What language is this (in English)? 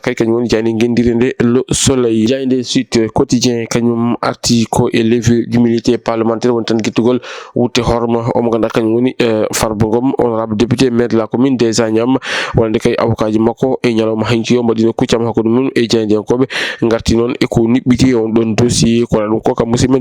Fula